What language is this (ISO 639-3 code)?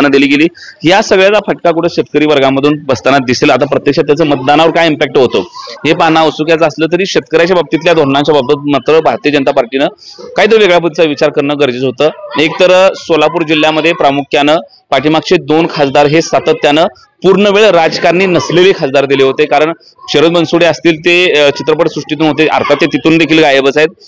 mar